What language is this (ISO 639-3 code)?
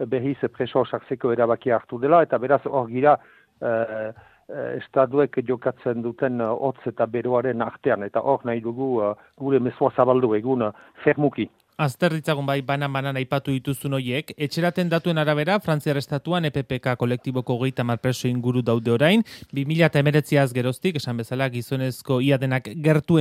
eus